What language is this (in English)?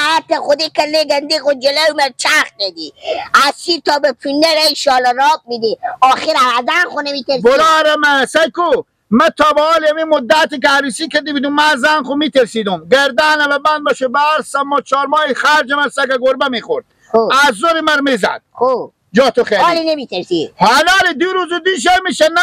Persian